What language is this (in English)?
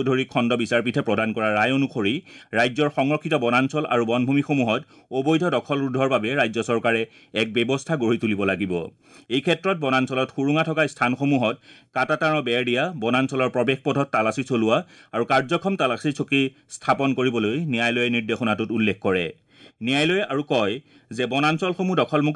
Assamese